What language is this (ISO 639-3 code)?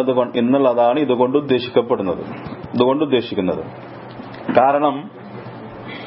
mal